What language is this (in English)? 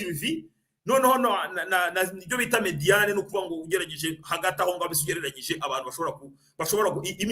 Kinyarwanda